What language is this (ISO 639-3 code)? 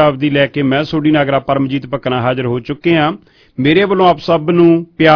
pan